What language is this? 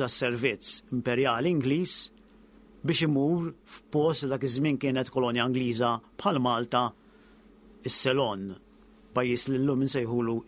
Maltese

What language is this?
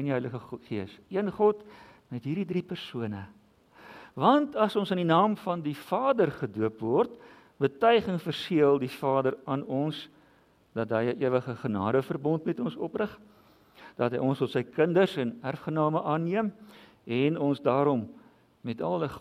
Afrikaans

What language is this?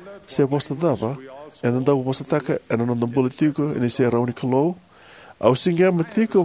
Fijian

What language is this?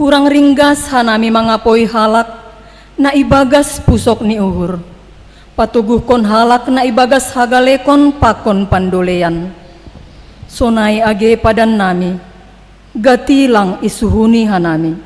Batak Simalungun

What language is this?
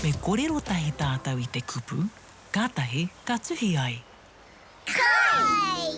Māori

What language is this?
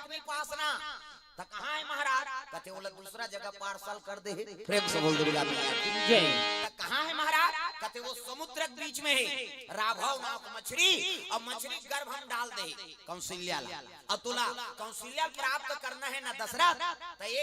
Chhattisgarhi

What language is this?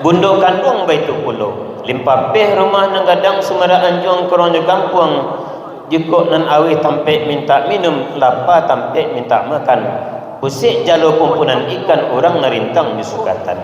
Minangkabau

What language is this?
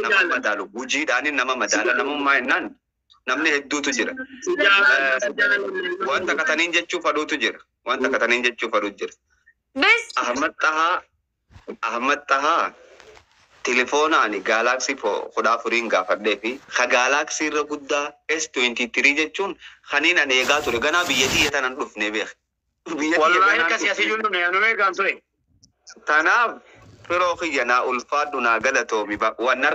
Oromo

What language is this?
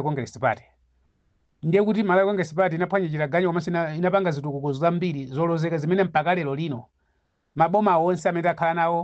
Nyanja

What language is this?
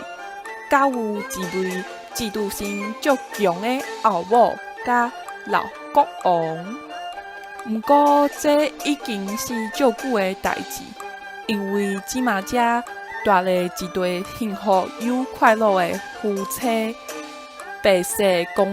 Min Nan Chinese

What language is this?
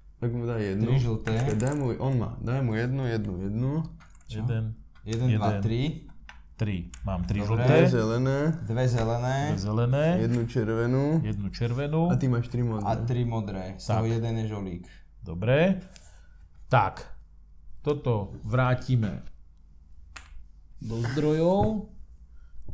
Slovak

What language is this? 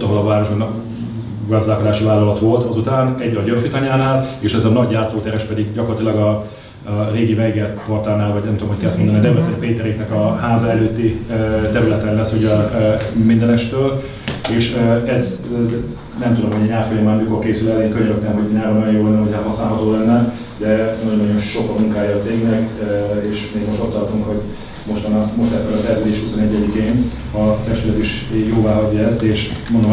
Hungarian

